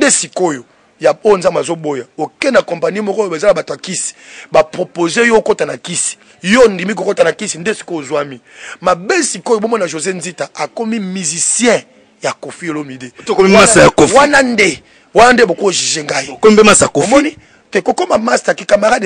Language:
Lingala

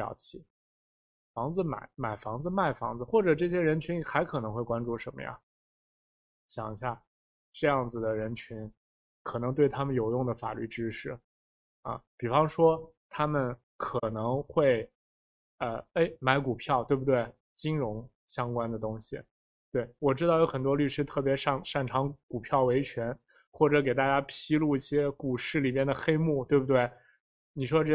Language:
Chinese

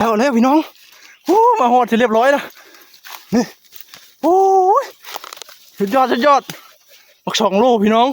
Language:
Northeastern Thai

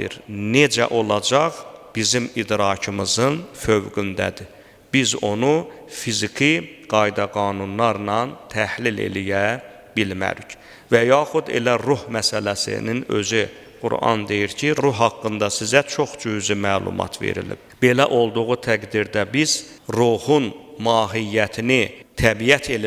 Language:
Azerbaijani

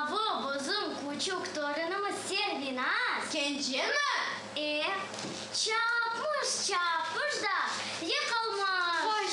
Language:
Crimean Tatar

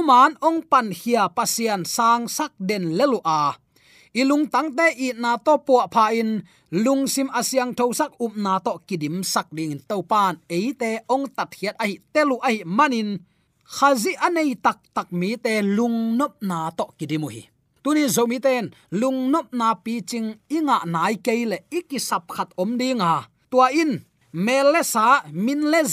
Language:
Tedim Chin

